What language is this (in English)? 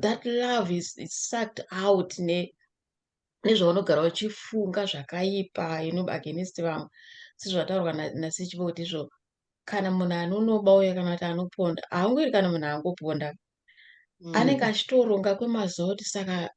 Shona